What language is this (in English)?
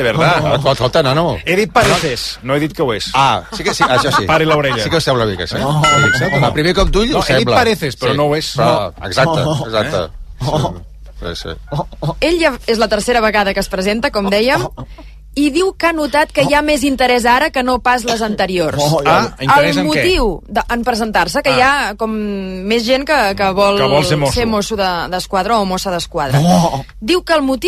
Catalan